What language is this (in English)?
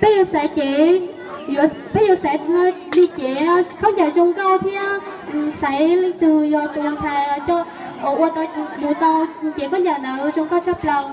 Hmong